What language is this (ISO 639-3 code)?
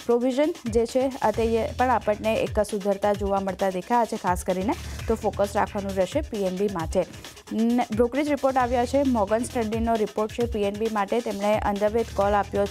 guj